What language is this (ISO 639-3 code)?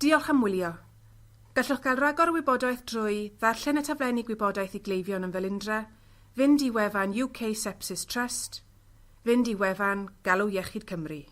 cym